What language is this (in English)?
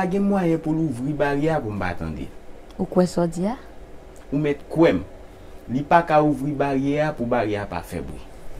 Haitian Creole